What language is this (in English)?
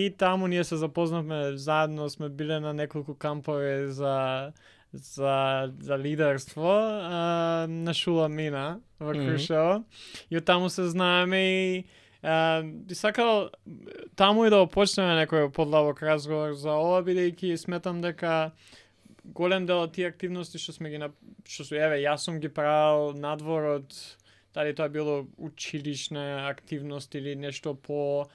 Macedonian